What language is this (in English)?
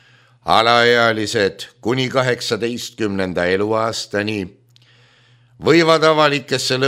Estonian